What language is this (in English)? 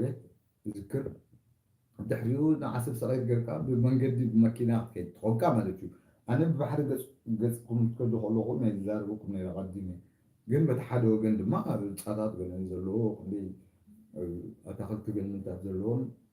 Tigrinya